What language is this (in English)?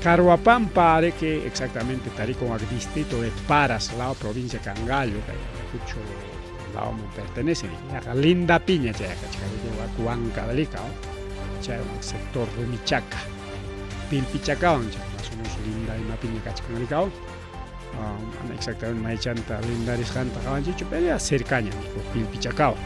Ayacucho Quechua